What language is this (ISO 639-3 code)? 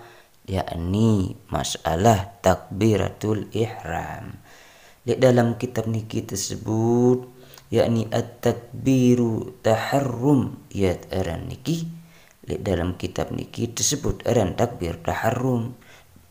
sas